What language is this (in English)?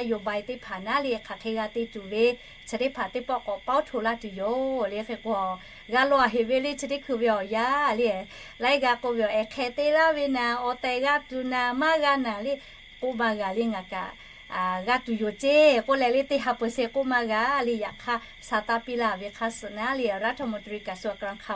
Lahu